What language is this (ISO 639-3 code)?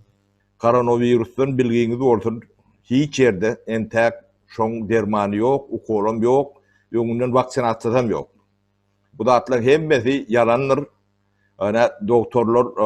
tuk